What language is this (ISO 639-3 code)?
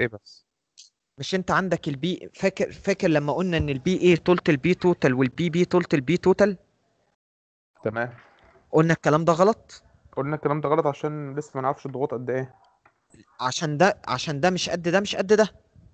arz